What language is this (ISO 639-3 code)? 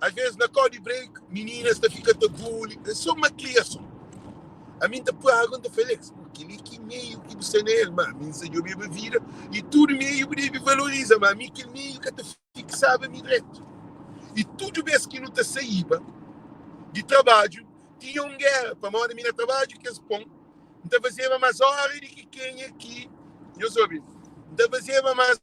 kea